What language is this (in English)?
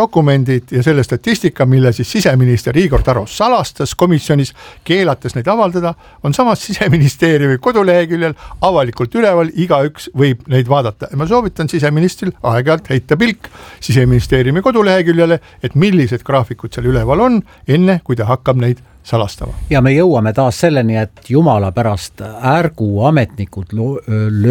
Estonian